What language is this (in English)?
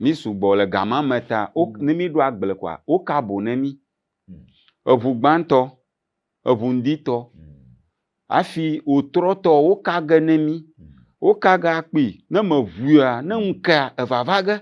Ewe